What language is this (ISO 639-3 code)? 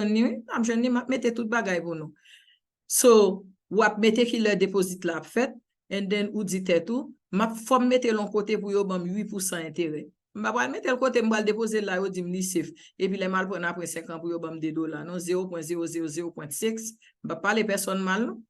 hat